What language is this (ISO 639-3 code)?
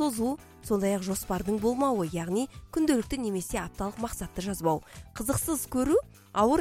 kaz